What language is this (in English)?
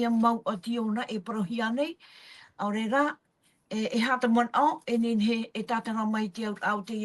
Tahitian